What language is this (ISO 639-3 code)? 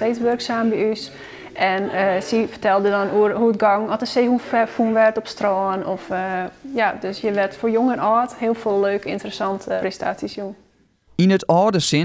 fry